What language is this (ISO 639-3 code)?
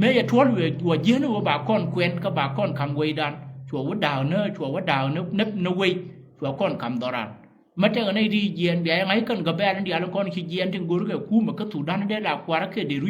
nus